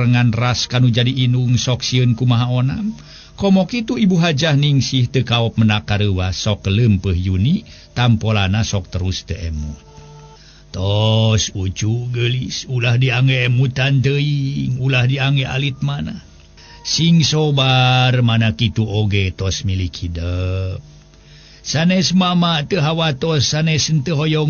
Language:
Sundanese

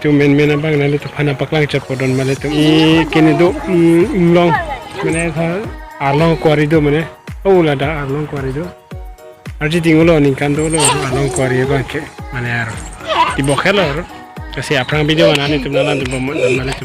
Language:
Karbi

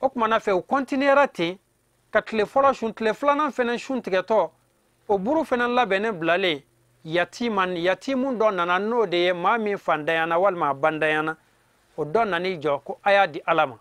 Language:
Bambara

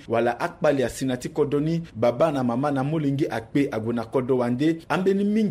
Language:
Sango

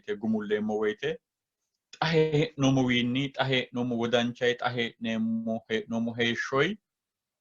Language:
Sidamo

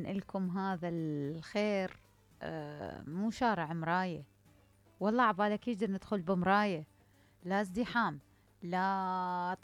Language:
Mesopotamian Arabic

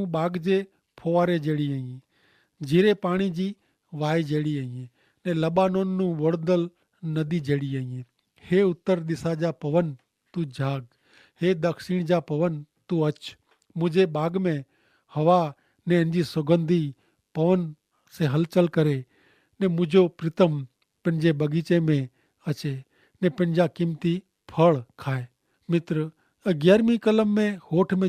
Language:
Kachhi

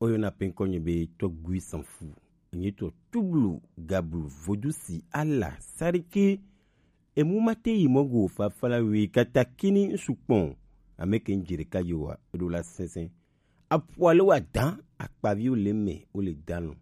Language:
Gen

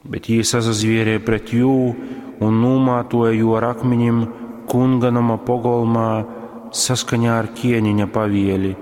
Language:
Latgalian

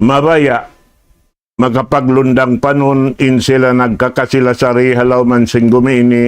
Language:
Tausug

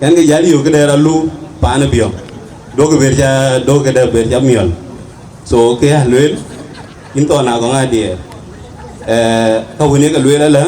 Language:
Dinka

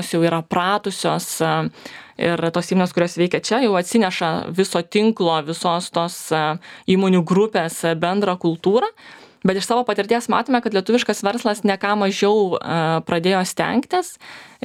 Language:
Lithuanian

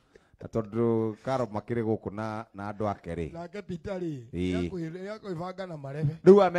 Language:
Kikuyu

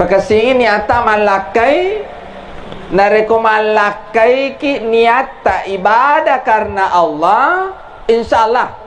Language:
Buginese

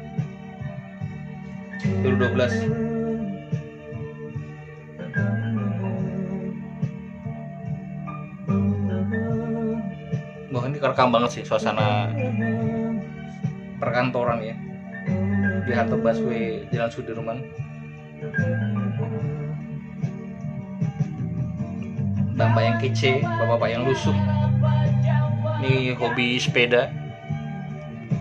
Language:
Indonesian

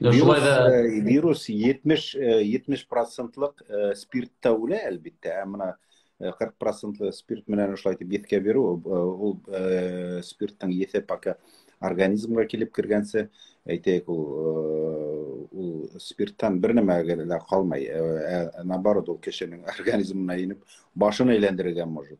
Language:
Bashkir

